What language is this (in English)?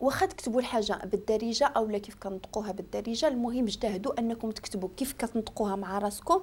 Moroccan Arabic